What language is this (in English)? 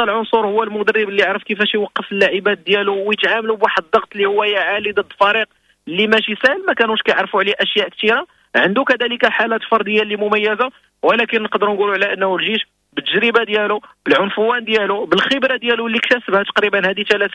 Moroccan Arabic